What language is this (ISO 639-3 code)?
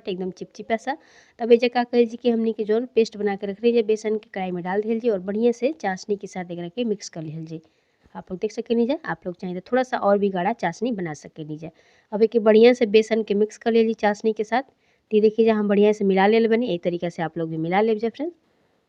bho